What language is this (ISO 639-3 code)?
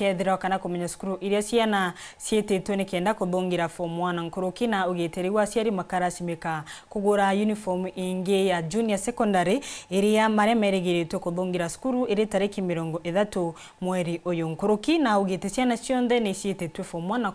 mer